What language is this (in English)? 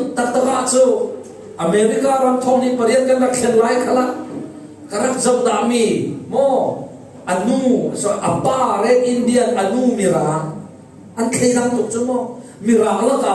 Falam Chin